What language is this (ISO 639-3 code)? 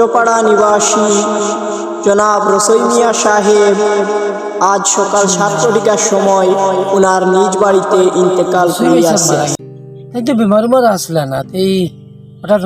syl